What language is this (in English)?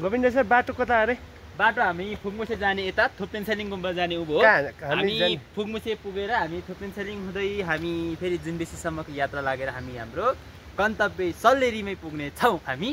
Nepali